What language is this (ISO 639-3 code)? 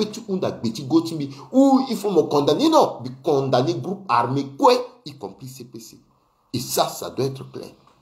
sag